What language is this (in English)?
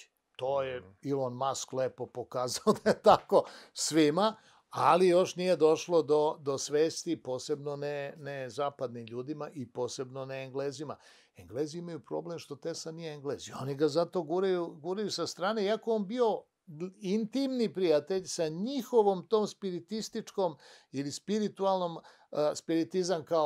Serbian